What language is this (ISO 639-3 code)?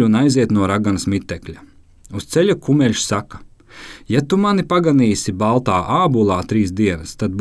lav